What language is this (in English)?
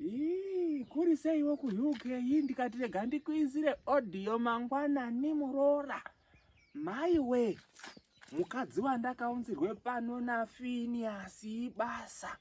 Shona